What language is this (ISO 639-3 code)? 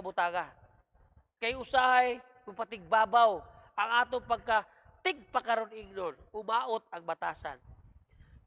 ceb